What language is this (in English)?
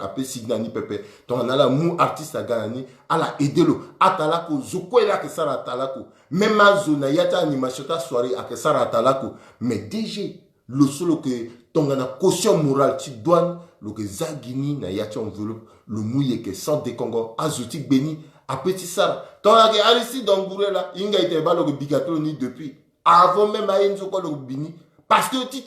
Sango